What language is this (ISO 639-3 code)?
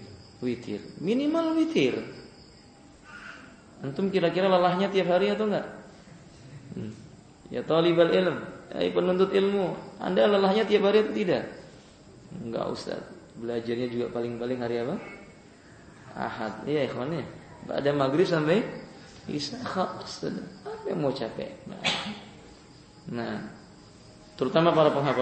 ind